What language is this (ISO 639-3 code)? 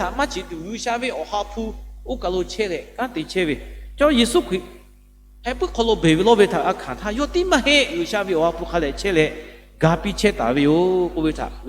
lhu